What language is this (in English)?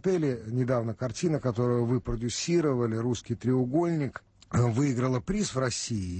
Russian